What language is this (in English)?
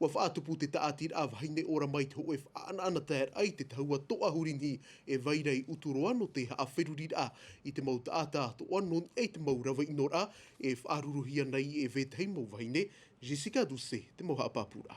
Tahitian